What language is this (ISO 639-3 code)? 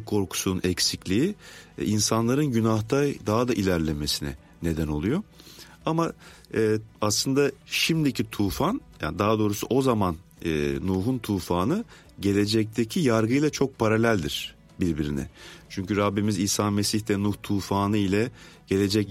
tur